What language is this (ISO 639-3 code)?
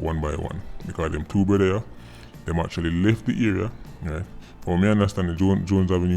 jam